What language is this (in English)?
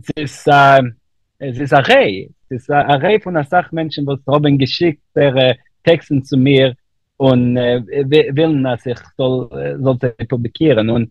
Yiddish